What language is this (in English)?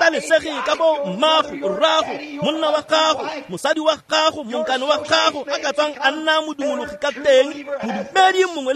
Tswana